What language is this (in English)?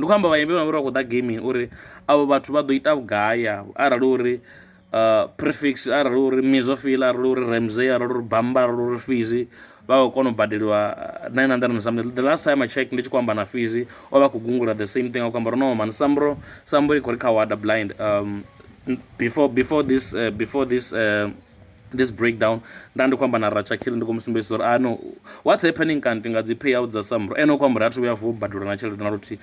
Venda